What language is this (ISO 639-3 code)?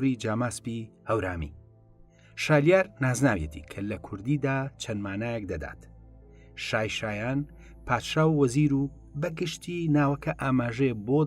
ckb